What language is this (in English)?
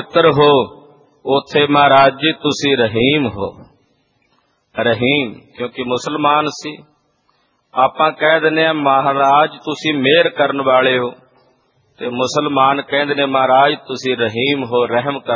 Punjabi